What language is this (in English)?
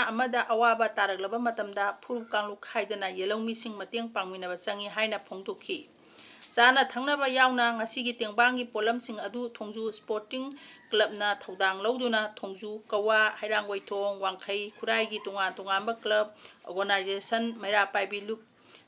Manipuri